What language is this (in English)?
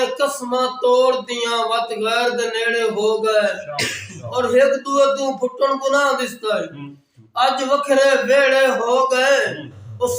Saraiki